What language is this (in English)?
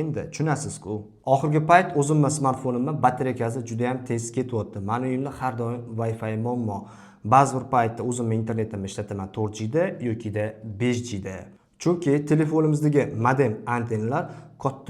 Uzbek